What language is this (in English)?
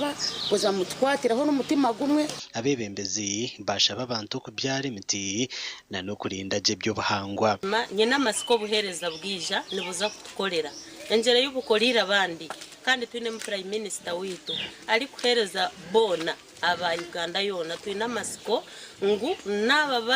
Nyankole